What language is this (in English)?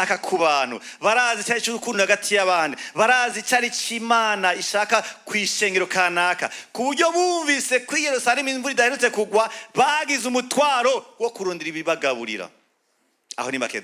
Rundi